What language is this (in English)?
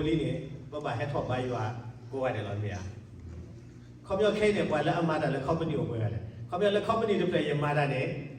S'gaw Karen